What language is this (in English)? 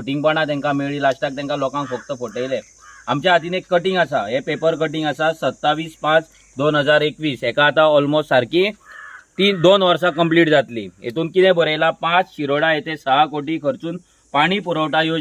Konkani